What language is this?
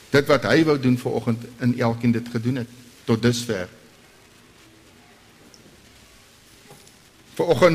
Afrikaans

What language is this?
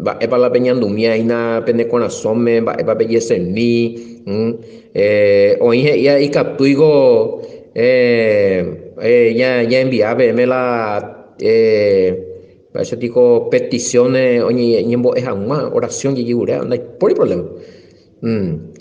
Guarani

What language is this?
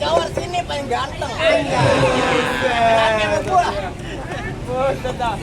Betawi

